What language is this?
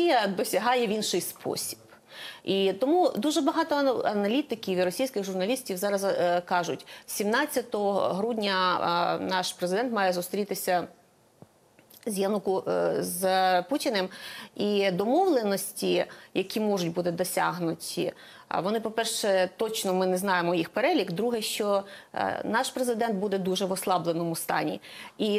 Ukrainian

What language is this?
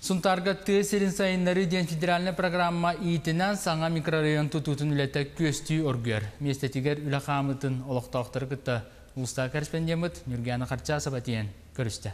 Yakut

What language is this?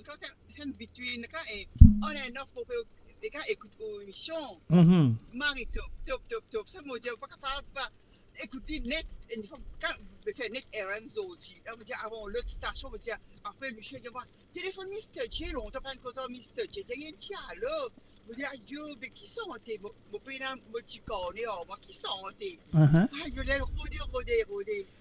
Morisyen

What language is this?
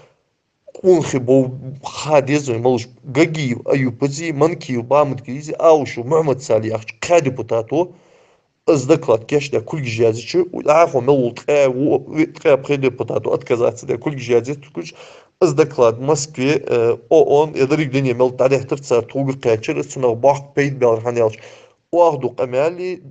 Ingush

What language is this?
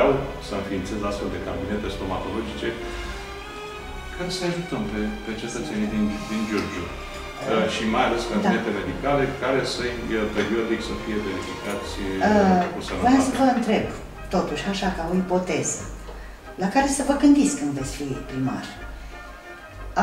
Romanian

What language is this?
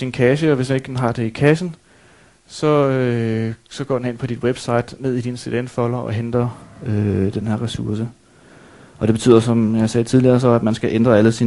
Danish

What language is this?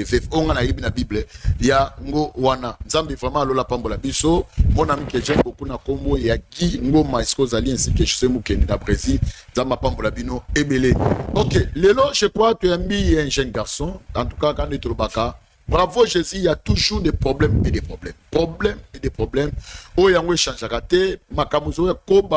Lingala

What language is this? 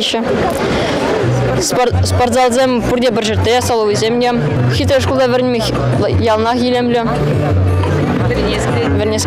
Chuvash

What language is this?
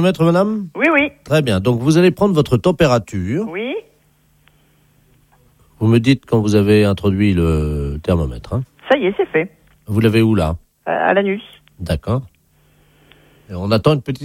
French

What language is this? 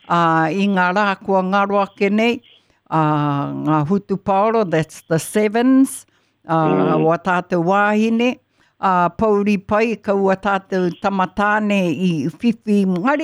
Māori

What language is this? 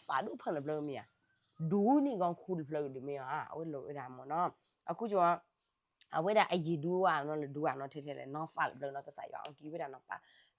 S'gaw Karen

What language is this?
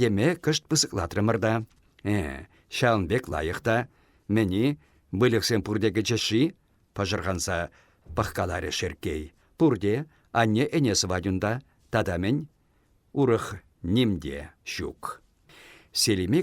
Chuvash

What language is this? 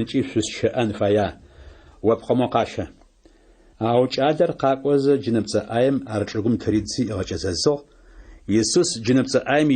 Adyghe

